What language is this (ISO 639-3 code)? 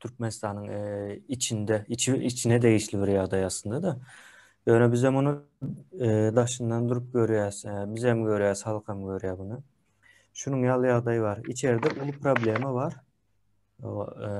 tuk